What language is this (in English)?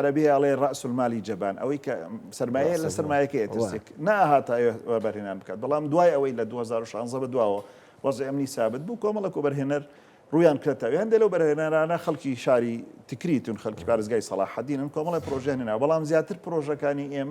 Central Kurdish